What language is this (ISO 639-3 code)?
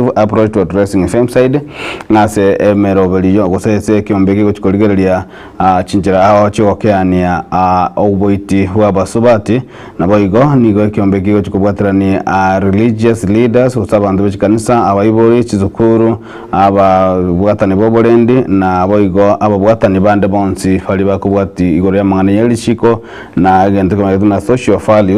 guz